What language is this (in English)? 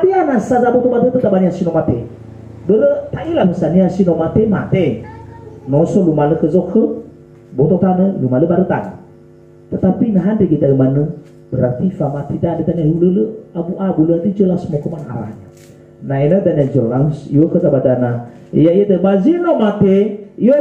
Nias